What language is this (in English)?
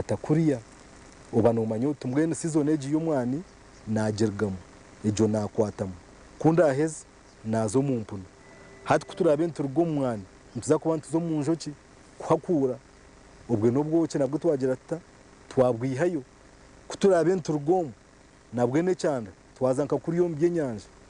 Nyankole